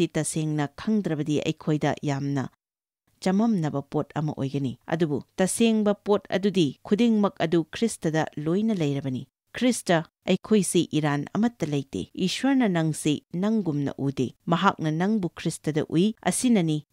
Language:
Manipuri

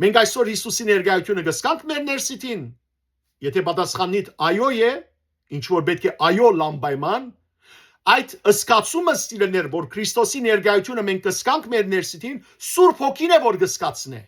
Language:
Western Armenian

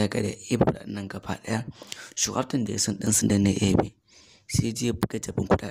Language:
Hausa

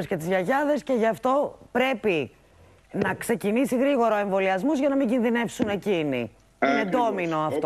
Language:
Greek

